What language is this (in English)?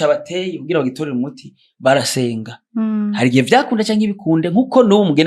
Rundi